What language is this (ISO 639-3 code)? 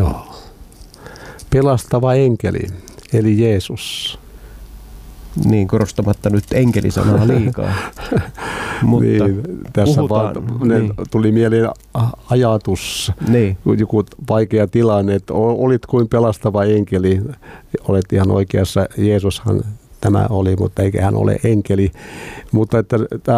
fin